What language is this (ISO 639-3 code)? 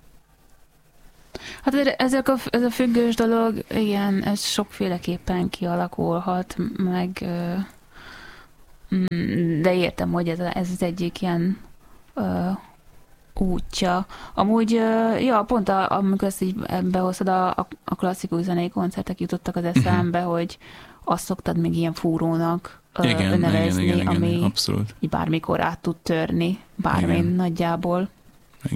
hun